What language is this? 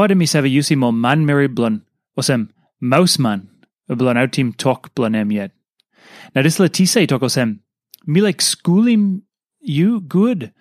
Tok Pisin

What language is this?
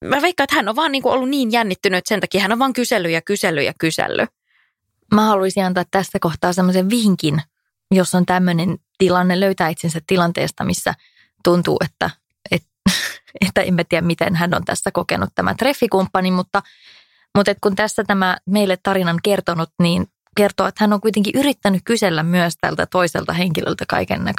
Finnish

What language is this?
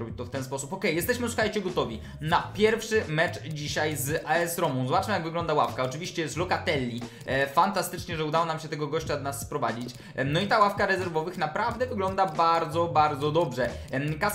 Polish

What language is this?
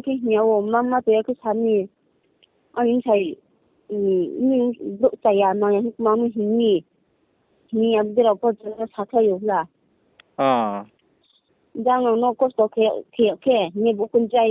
Riang (India)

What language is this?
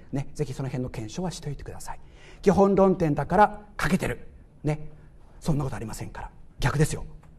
Japanese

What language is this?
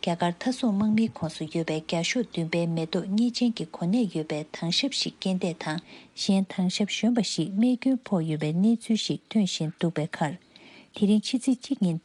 Tibetan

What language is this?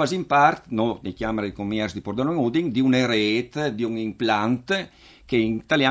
Friulian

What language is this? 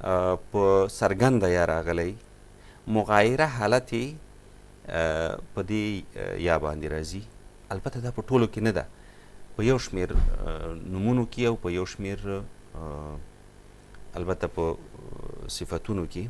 Pashto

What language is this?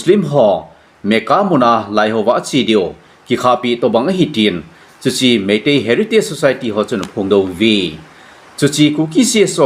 Thado Chin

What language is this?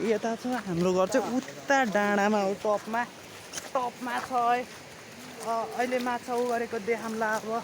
Nepali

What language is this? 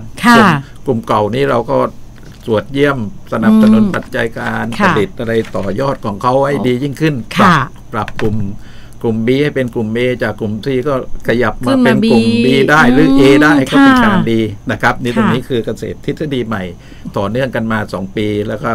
Thai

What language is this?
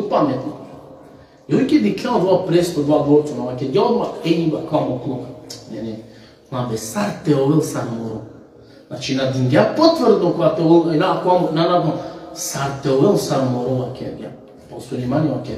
Balkan Romani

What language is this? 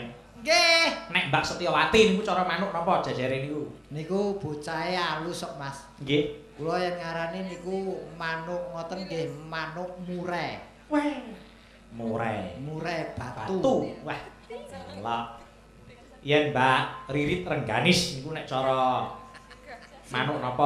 Javanese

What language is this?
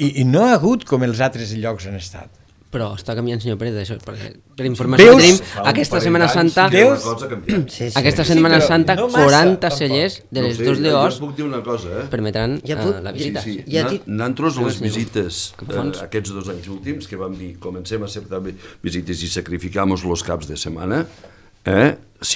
Catalan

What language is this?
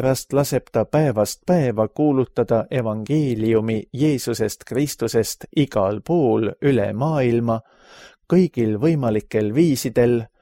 Estonian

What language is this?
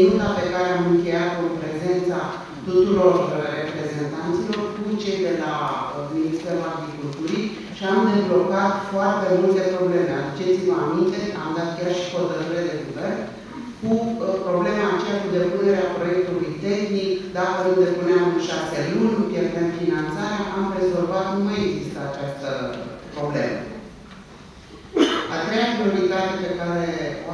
Romanian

